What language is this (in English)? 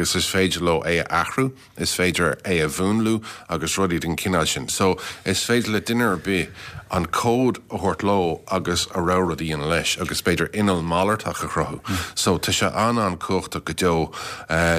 Irish